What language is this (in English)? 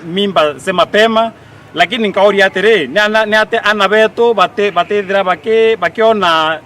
Meru